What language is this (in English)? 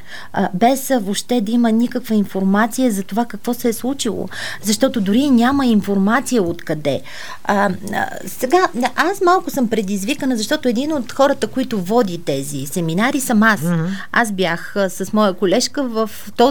Bulgarian